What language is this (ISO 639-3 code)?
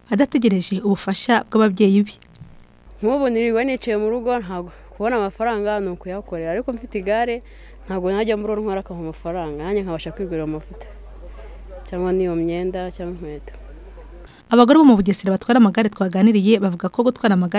kin